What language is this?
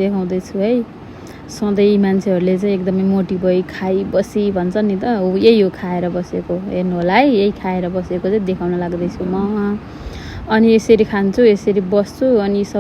Nepali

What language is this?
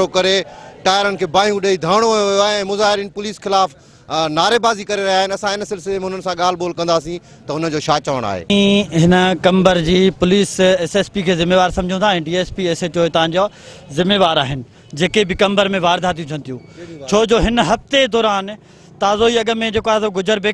Sindhi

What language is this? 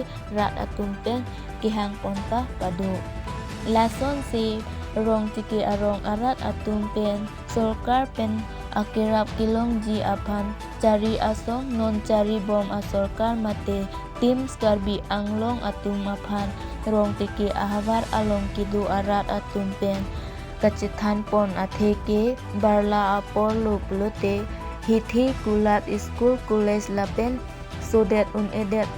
Karbi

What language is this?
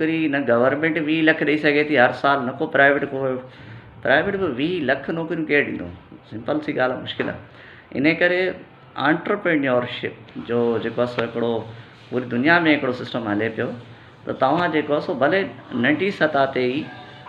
Sindhi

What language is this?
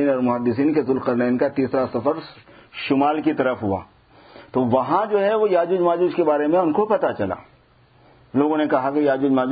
Urdu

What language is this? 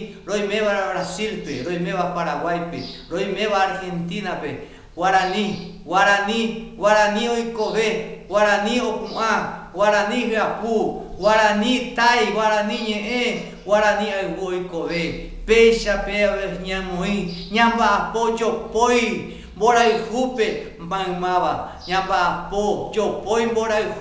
Guarani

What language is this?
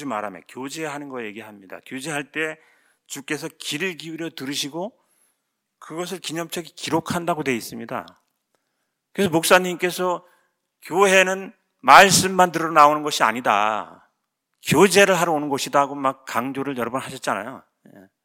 Korean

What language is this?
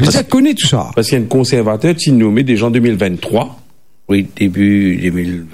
Morisyen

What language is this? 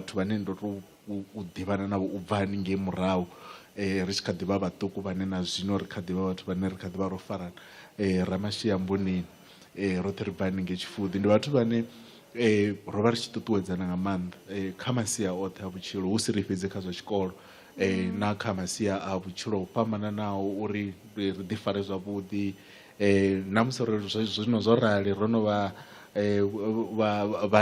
Venda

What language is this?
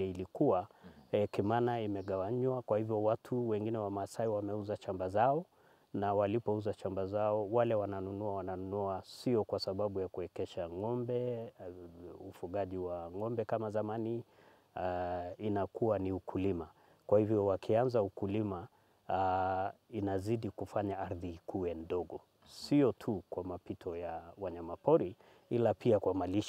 Swahili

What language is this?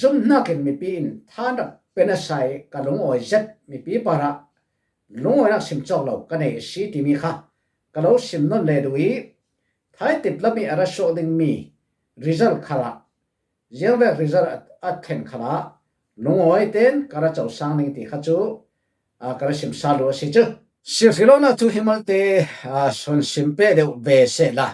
Falam Chin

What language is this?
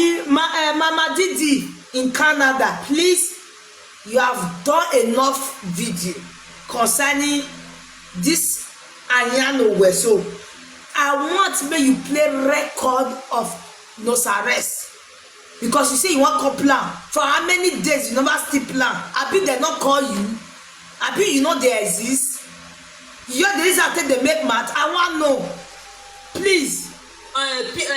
Nigerian Pidgin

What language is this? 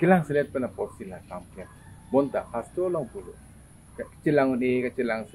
Karbi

